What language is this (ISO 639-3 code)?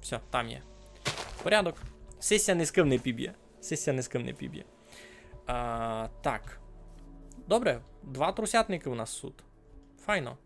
rue